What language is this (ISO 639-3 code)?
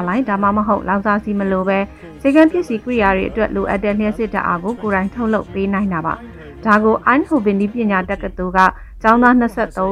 mya